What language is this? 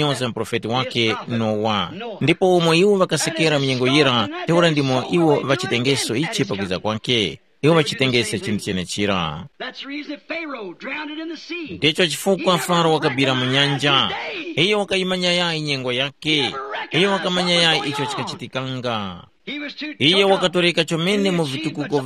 Tumbuka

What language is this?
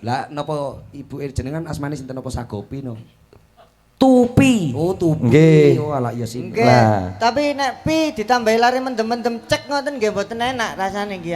Javanese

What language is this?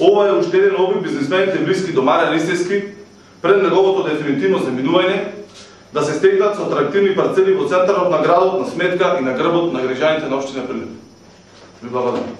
Macedonian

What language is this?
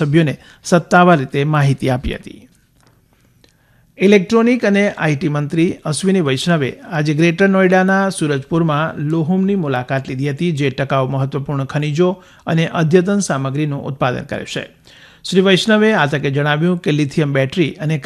Gujarati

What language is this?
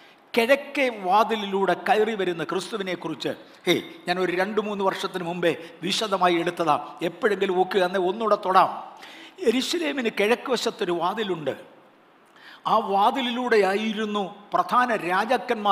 Malayalam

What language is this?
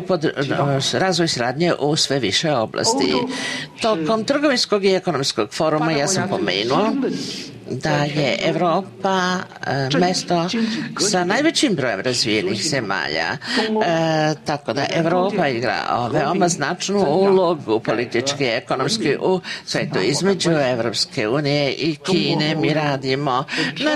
Serbian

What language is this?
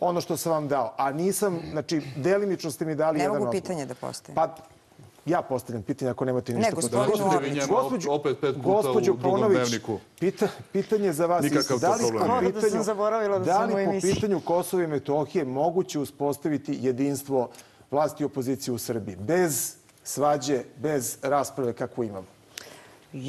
Serbian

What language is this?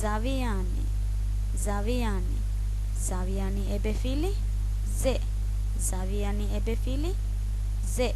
Divehi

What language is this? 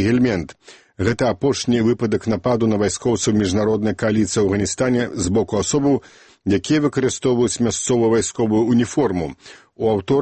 Belarusian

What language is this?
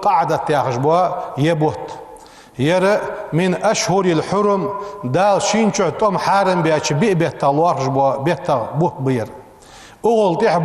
Ingush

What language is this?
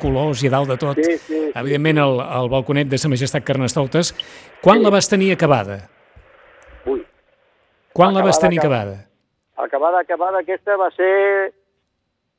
Catalan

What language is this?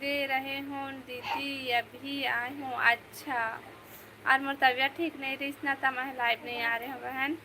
Chhattisgarhi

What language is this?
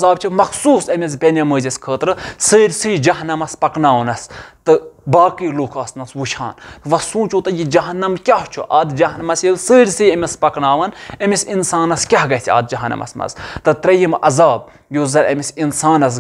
Kashmiri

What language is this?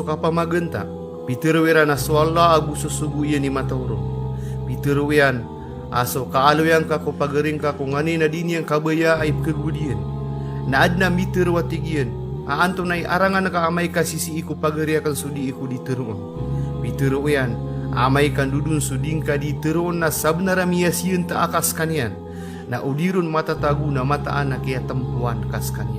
Maranao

